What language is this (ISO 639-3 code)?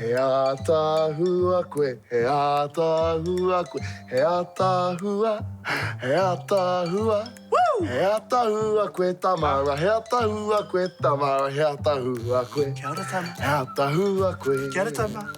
mri